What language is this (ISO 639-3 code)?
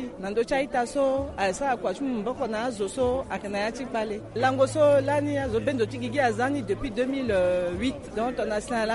sag